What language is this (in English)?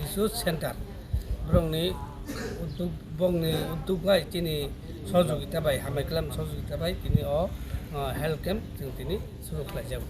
Kok Borok